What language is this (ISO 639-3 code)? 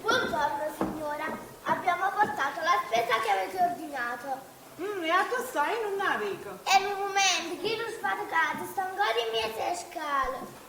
nap